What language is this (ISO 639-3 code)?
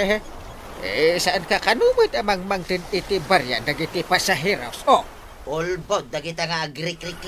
ilo